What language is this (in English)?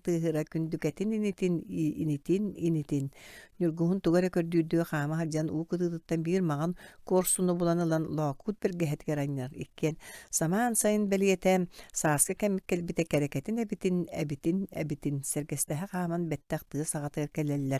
Yakut